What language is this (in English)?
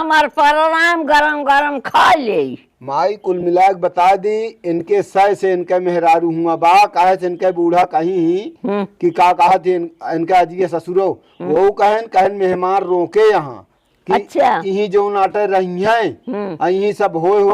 Awadhi